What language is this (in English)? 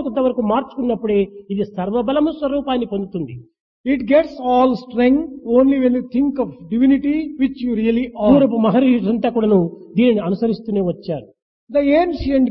Telugu